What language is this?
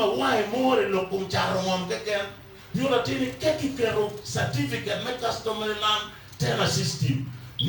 Acoli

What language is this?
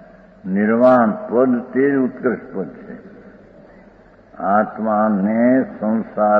Gujarati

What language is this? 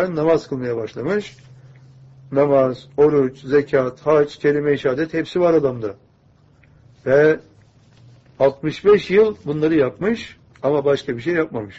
Turkish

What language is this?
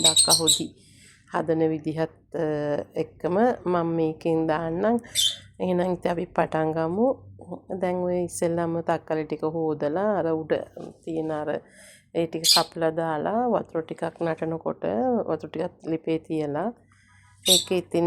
Sinhala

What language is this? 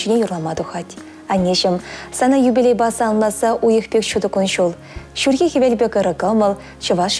Chuvash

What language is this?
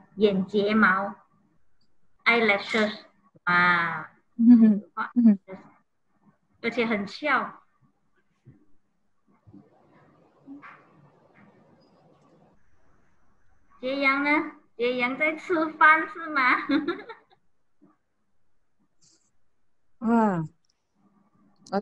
Chinese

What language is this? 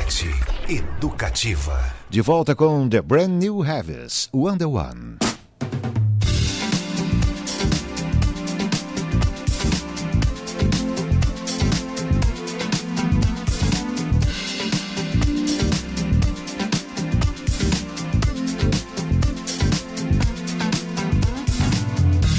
Portuguese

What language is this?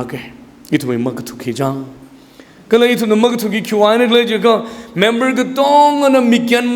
Tangkhul Naga (India)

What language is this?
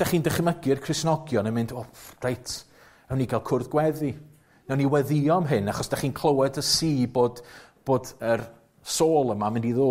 Welsh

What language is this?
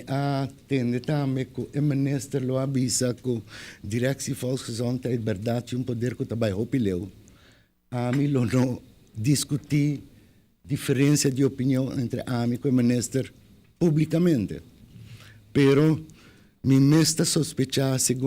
Papiamento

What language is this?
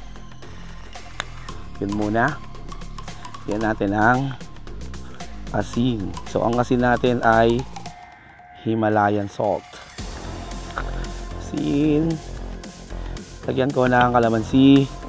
Filipino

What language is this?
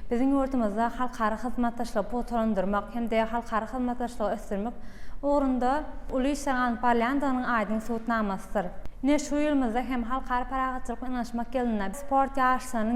Turkmen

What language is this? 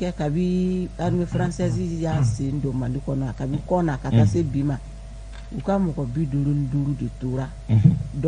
Bambara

